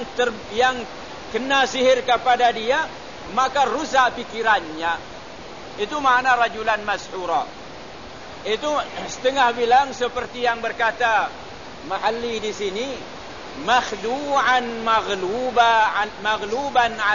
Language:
Malay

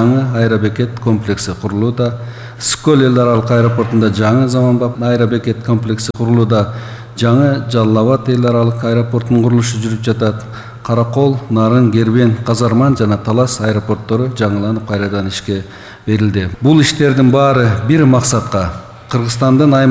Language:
Kyrgyz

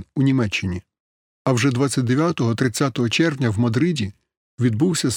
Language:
Ukrainian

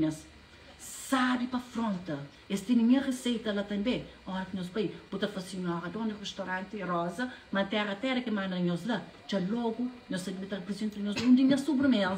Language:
Kabuverdianu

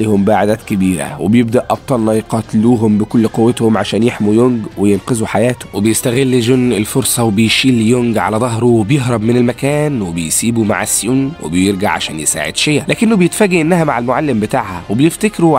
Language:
Egyptian Arabic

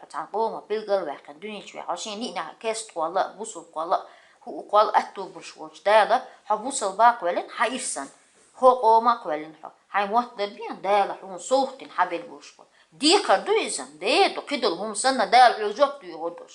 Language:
Chechen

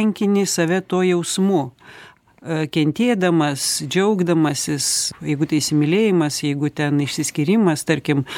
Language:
Lithuanian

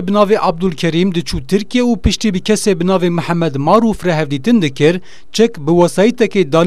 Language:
Kurdish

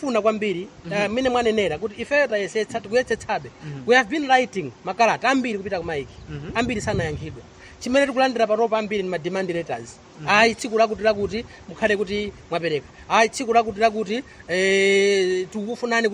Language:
Nyanja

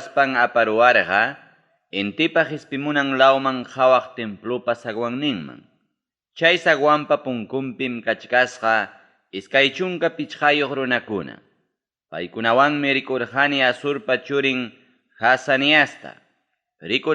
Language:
Ayacucho Quechua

